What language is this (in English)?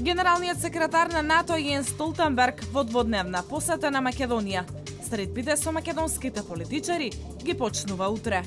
Macedonian